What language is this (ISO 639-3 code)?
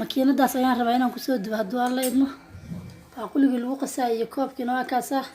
som